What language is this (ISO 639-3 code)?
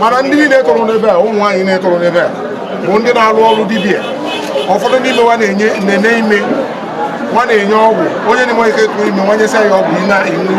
ibo